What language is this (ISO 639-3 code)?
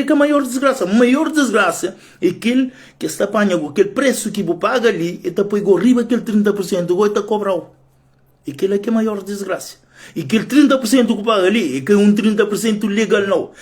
kea